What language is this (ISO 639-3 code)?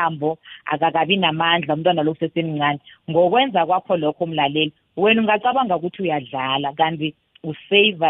nbl